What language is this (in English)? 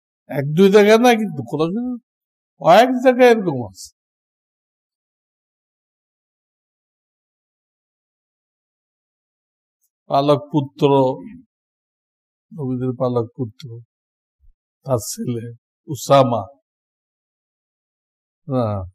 Bangla